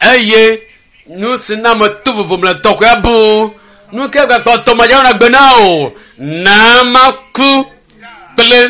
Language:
Ewe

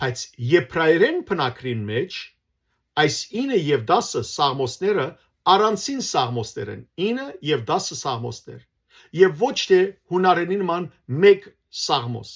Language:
Western Armenian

